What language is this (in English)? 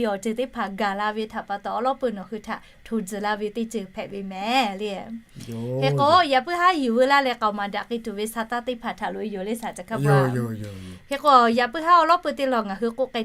Lahu